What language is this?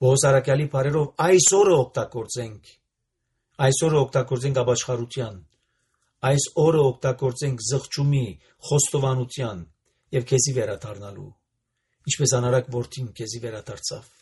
Armenian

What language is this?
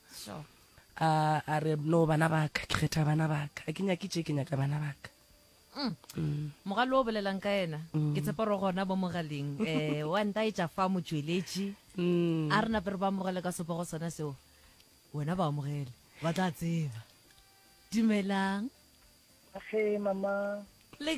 Northern Sotho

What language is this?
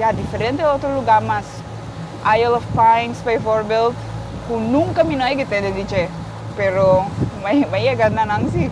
Papiamento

